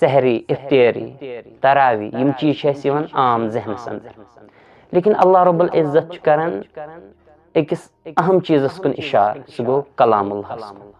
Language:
Kashmiri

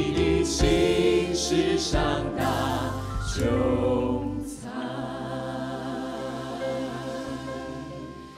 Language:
Chinese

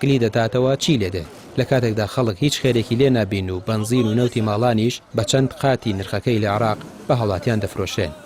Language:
Central Kurdish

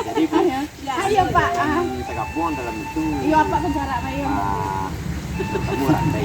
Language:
Minangkabau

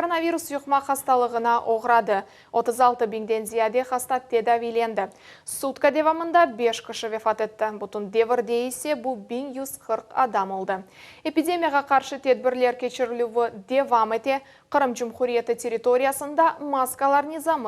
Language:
Crimean Tatar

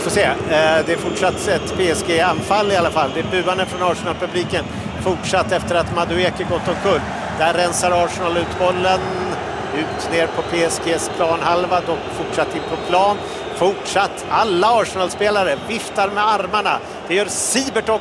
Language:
Swedish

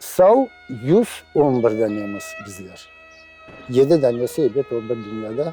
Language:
Crimean Tatar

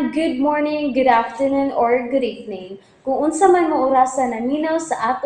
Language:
Cebuano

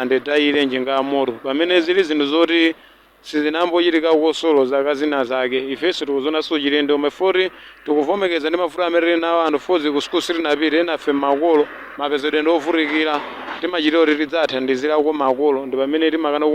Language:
Nyanja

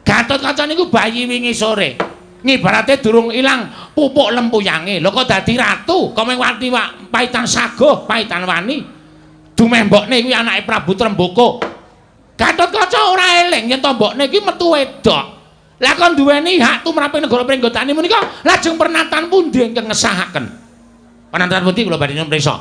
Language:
Javanese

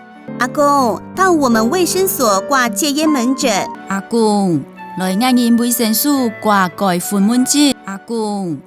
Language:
Hakka Chinese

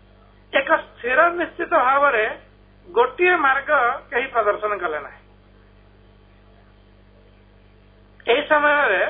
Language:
Odia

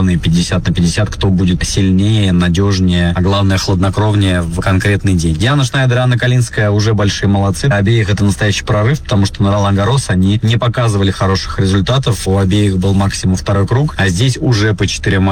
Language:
Russian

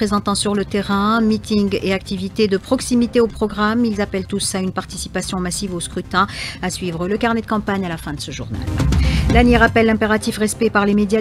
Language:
French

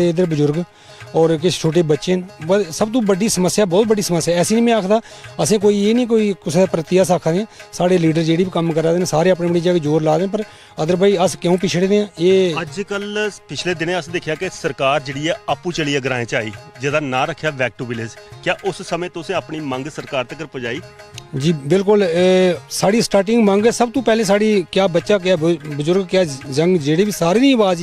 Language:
Dogri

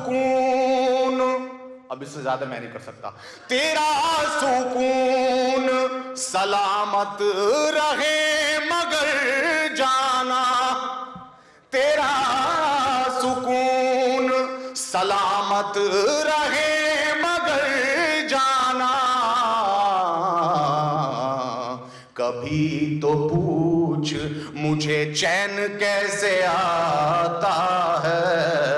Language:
Urdu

